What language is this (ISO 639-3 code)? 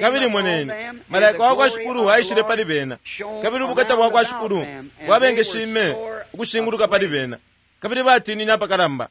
bem